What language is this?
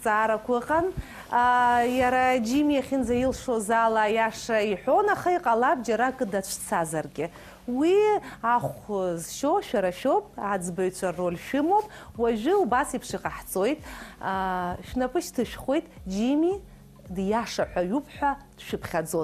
Abkhazian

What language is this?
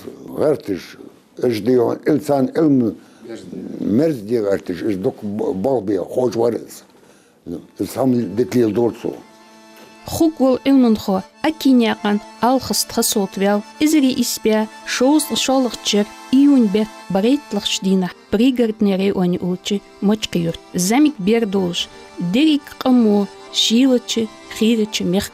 Ingush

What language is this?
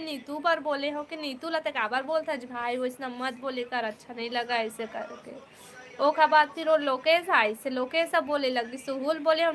Chhattisgarhi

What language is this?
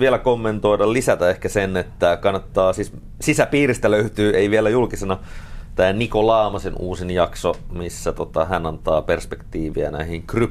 Finnish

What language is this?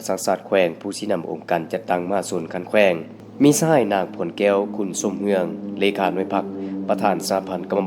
Lao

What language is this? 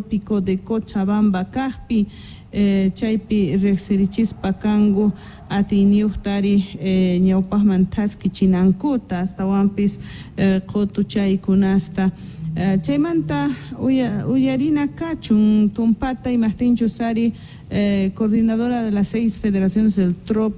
South Bolivian Quechua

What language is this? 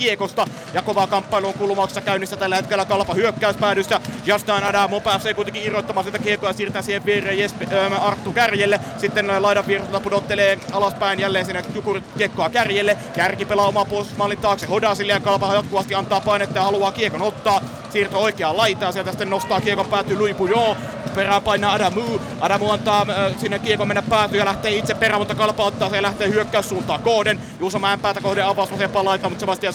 Finnish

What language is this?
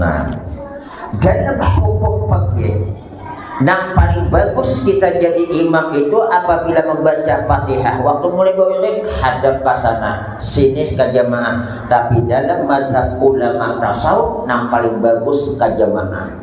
Banjar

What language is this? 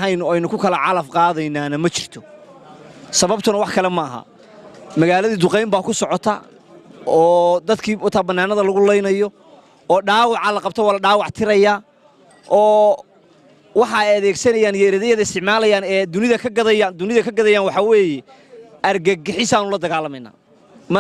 Somali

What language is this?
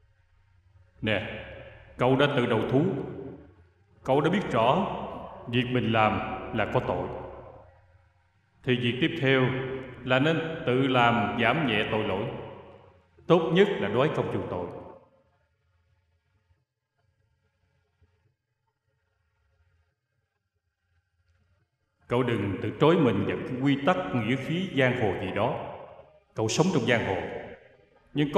Vietnamese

